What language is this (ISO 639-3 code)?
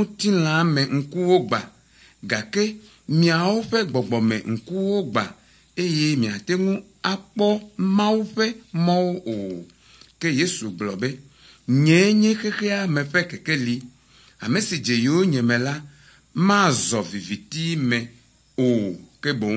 ewe